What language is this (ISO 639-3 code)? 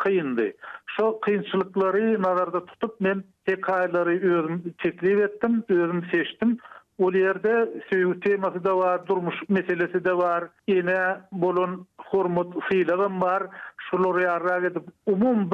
tuk